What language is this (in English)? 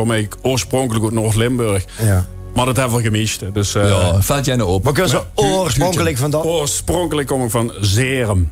Limburgish